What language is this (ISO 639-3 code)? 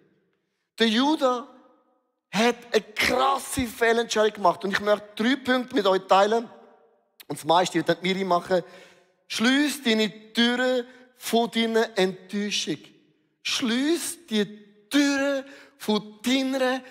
gsw